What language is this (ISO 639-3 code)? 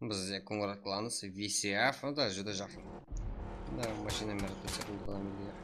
kaa